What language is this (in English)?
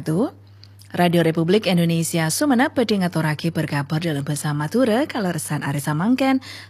Madurese